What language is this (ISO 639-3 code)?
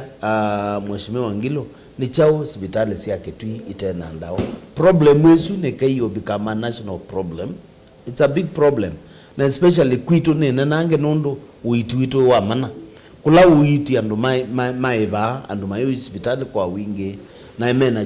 kam